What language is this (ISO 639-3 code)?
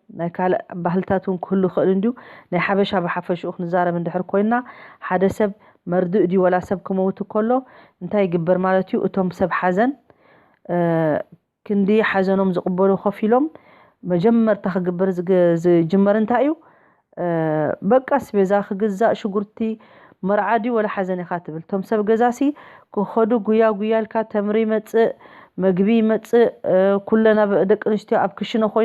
tir